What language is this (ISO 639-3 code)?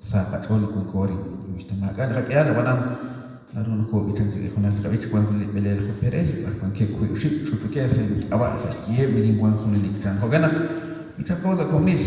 kek